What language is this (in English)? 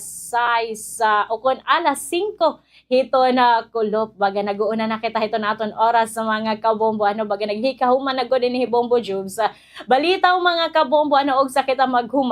Waray